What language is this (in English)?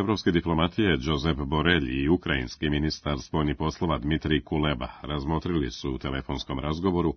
Serbian